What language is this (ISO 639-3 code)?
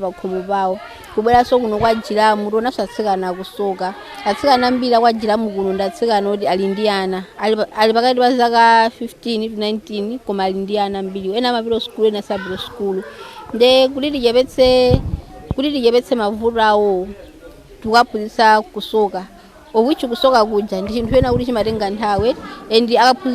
nya